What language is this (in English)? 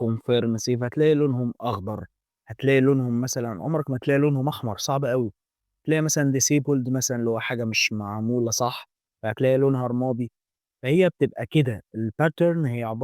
Egyptian Arabic